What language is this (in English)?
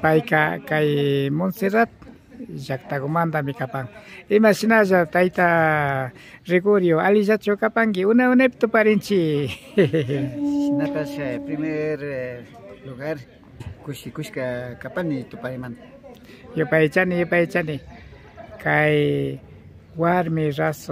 Imbabura Highland Quichua